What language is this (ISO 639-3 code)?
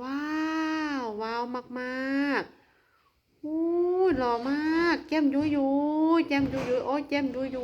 lao